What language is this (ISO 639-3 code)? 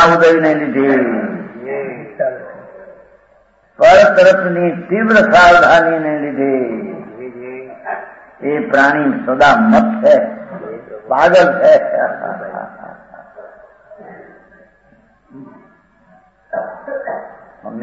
guj